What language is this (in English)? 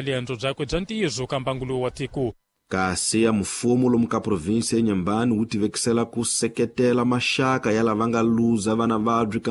Tsonga